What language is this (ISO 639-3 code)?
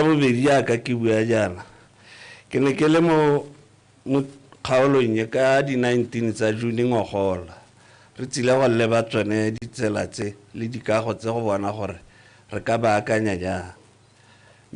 tsn